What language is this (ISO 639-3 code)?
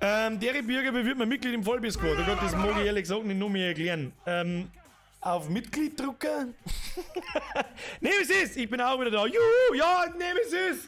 bar